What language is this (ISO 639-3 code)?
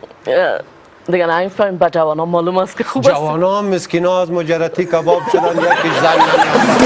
tgk